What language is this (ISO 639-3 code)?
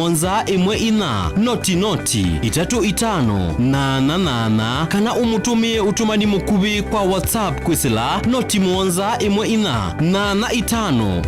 kam